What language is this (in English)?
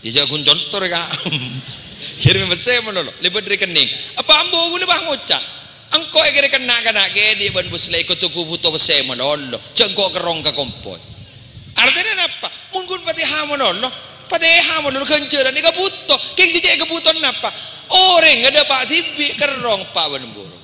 Madurese